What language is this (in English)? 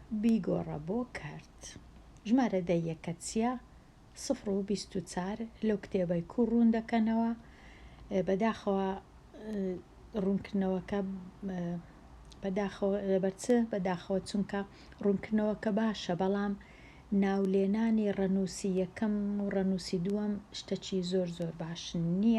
Central Kurdish